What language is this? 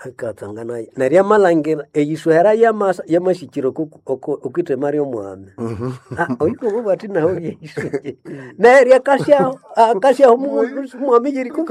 Nande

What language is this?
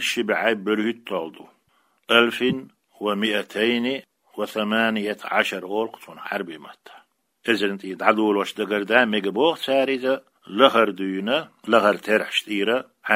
Chechen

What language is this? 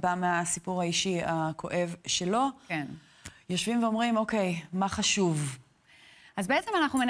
Hebrew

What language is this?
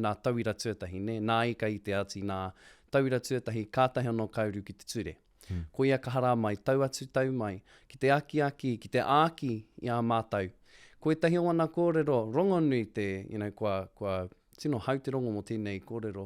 Māori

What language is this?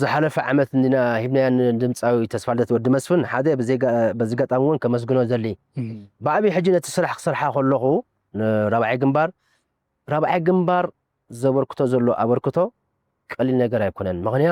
Tigrinya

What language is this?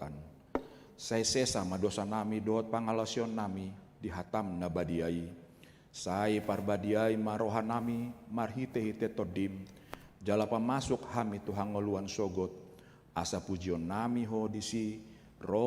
Batak Toba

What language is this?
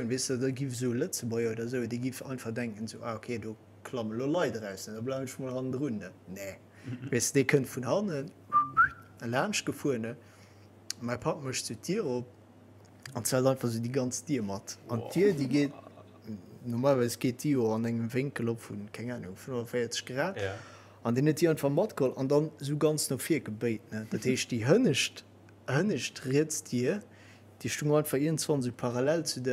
Luxembourgish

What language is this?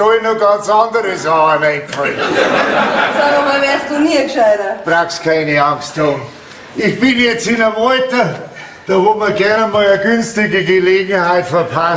Bavarian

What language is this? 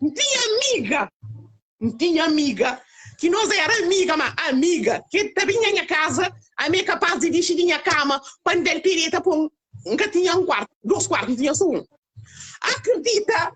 Kabuverdianu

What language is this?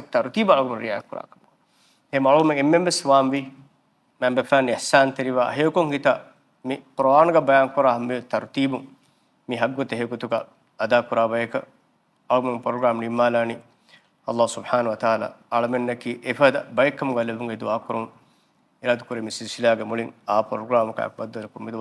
Divehi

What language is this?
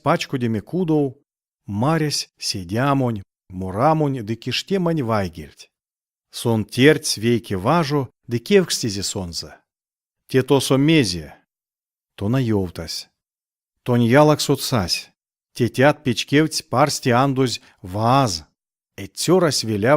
Erzya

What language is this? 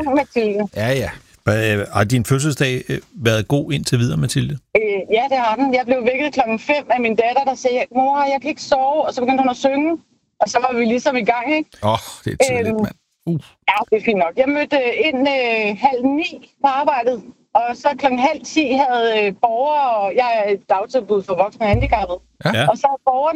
Danish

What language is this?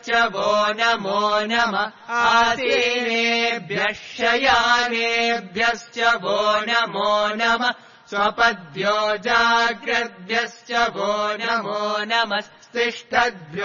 Sanskrit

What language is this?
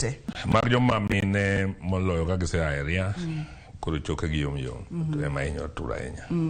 Luo (Kenya and Tanzania)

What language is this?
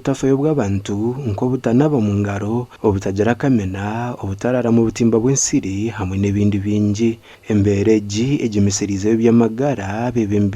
Nyankole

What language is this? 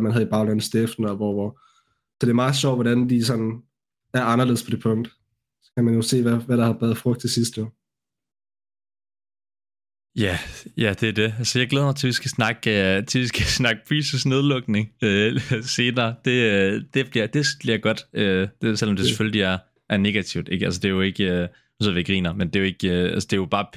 Danish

